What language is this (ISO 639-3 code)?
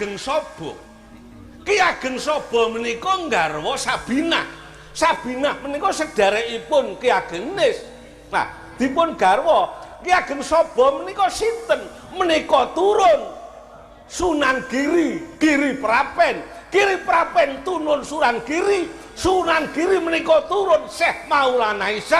jav